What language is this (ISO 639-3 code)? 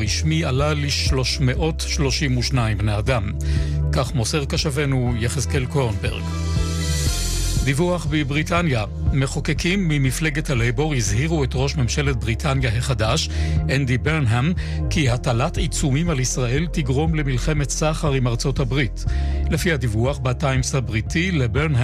heb